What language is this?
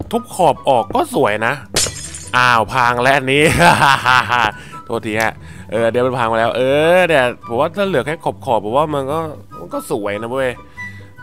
Thai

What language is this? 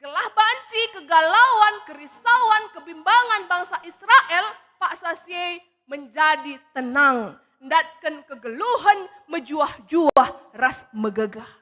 Batak Karo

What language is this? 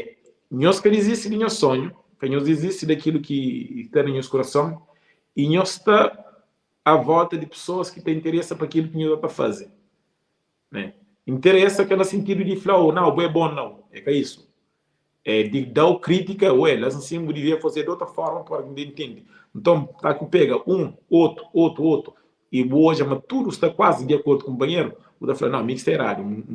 Kabuverdianu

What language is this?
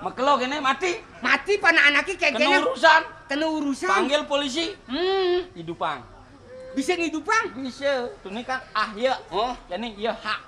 Balinese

